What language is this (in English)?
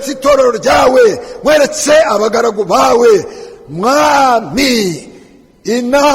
Kinyarwanda